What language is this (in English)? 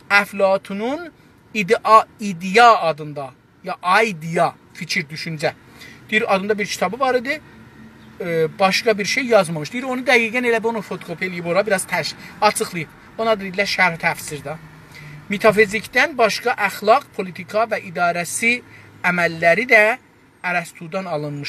South Azerbaijani